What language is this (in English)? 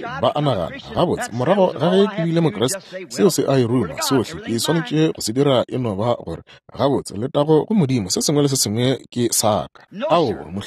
Northern Sotho